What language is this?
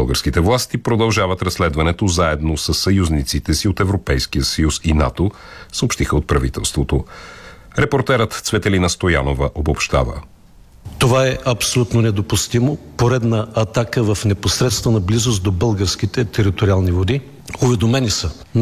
Bulgarian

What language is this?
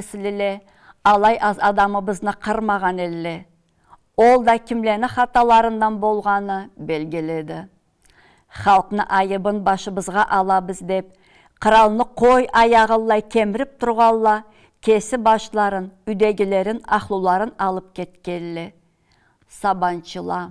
Karachay-Balkar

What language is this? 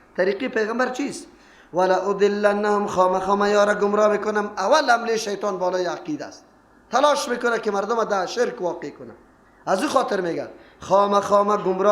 Persian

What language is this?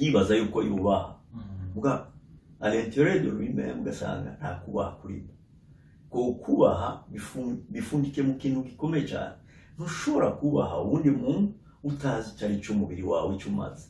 Rundi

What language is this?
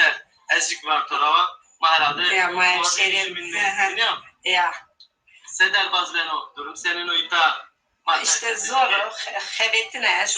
Zaza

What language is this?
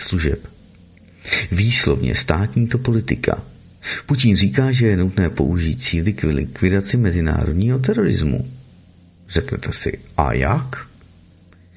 Czech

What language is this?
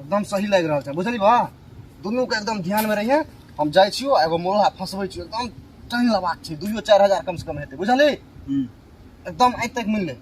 Maithili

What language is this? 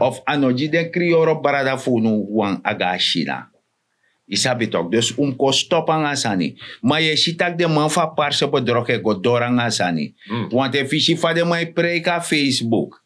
Sranan Tongo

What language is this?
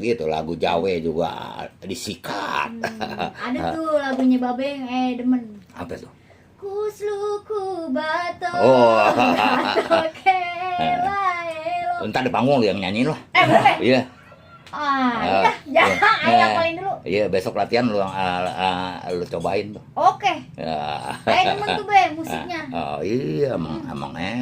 Betawi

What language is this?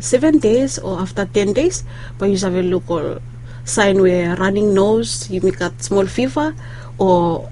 Bislama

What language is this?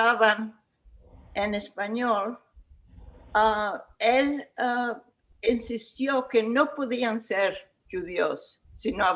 Ladino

